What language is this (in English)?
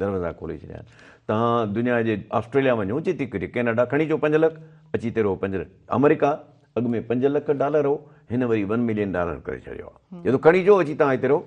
Sindhi